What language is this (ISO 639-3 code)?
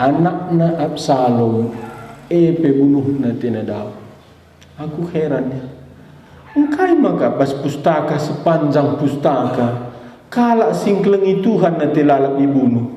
btx